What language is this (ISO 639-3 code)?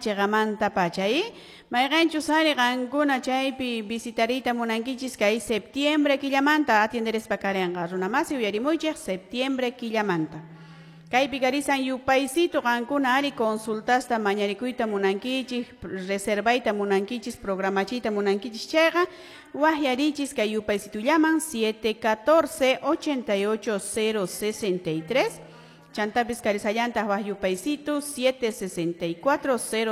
que